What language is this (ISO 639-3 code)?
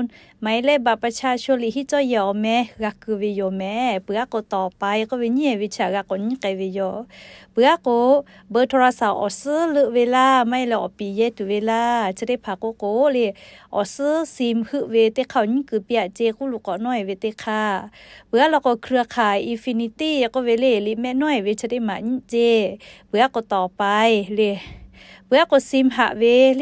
lhu